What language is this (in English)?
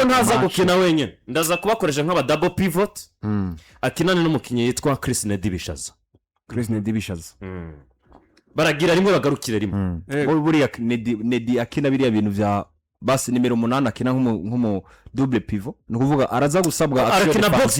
Rundi